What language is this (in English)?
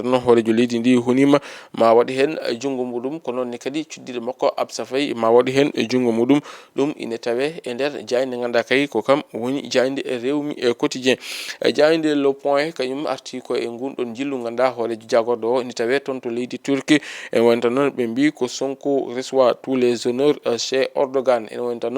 Fula